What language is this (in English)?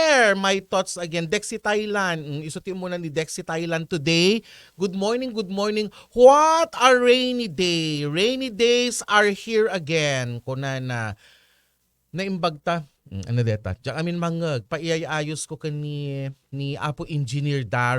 Iloko